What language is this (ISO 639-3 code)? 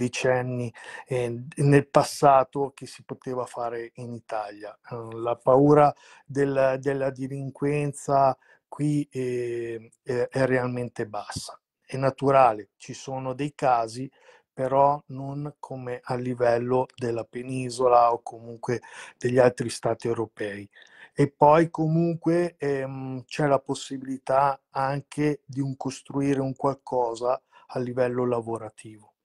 ita